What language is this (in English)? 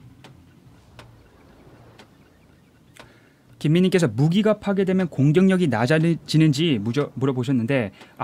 Korean